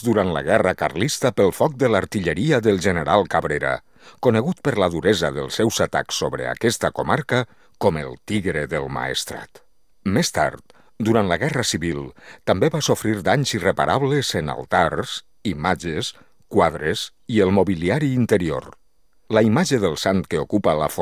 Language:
Catalan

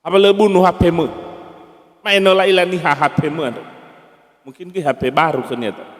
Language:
Nias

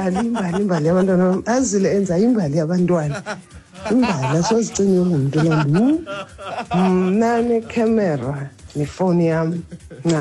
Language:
Xhosa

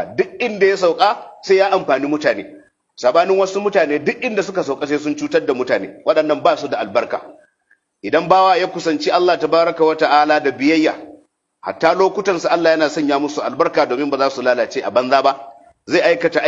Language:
Hausa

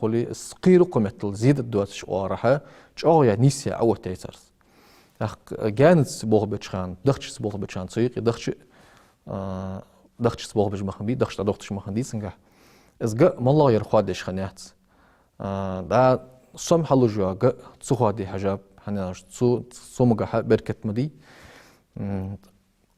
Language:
Ingush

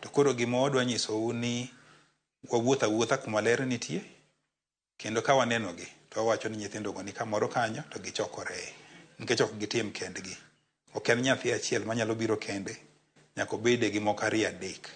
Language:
Luo (Kenya and Tanzania)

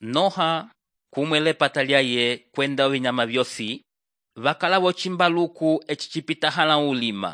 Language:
Umbundu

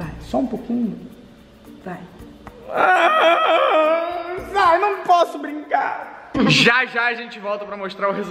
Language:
Portuguese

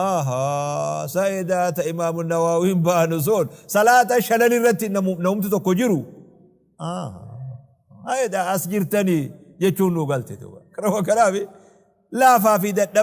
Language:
Oromo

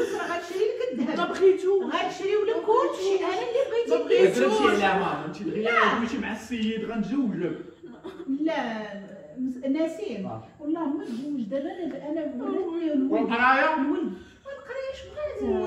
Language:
Moroccan Arabic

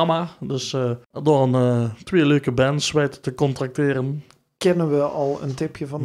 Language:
Limburgish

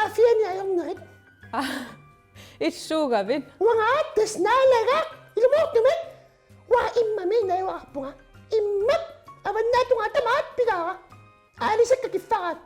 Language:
Kalaallisut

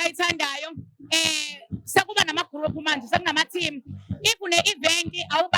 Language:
Zulu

